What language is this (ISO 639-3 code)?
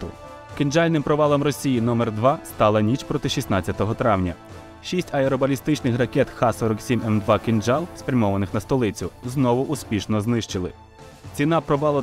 ukr